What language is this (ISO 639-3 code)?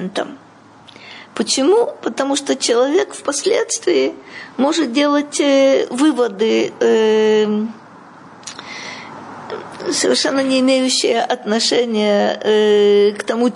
rus